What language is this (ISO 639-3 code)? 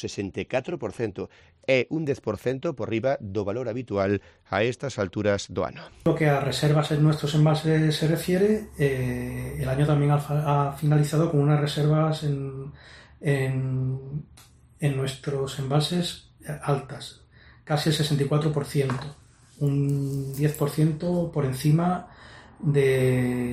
glg